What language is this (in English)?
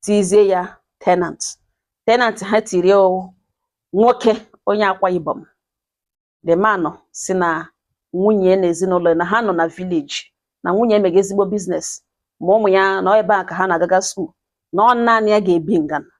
Igbo